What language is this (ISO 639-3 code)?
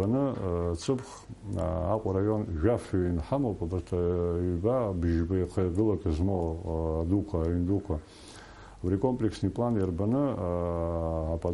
abk